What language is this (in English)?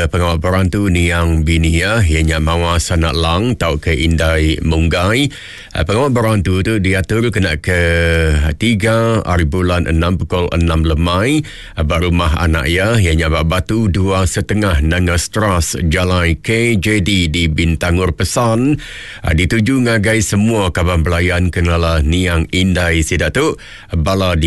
Iban